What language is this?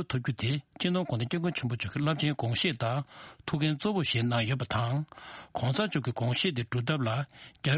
Tibetan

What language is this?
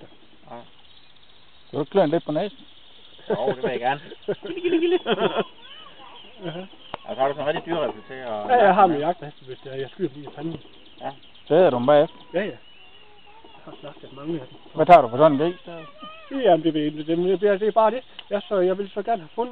Danish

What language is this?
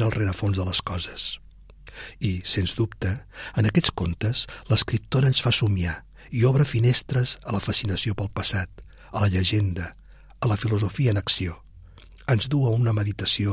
Catalan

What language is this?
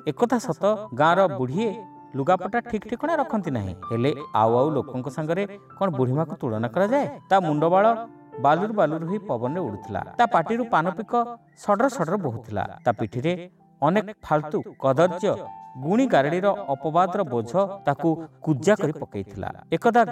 Odia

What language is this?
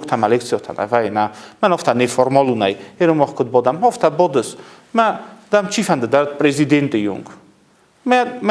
Ossetic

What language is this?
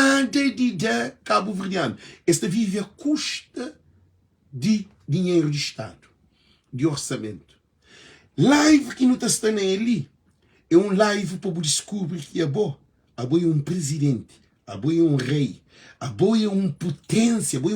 Kabuverdianu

